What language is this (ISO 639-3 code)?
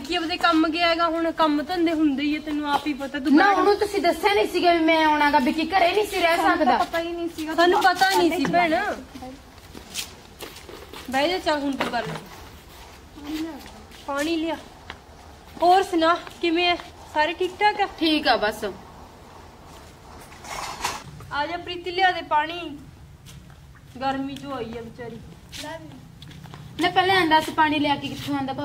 pan